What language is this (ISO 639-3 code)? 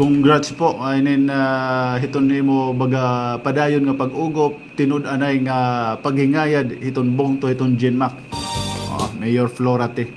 war